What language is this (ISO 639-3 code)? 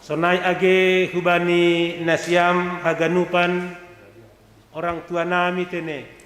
bts